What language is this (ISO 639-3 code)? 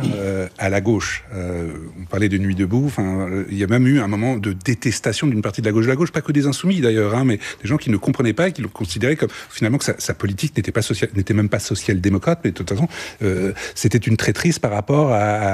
fra